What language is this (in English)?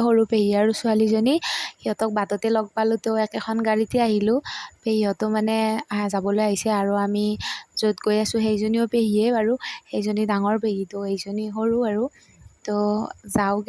Assamese